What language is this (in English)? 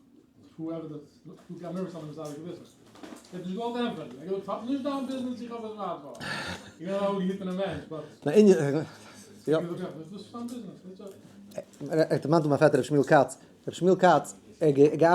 Yiddish